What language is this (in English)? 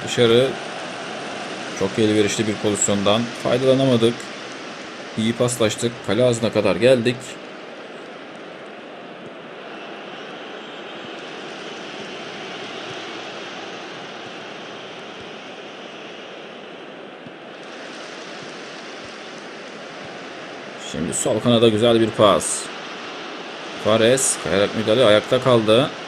Turkish